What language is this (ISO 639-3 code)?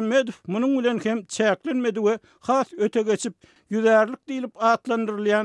tuk